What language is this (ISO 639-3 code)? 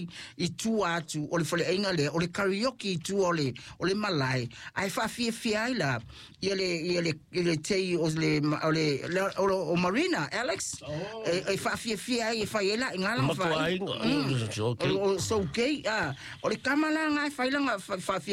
smo